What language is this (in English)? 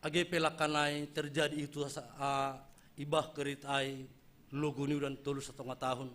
Batak Simalungun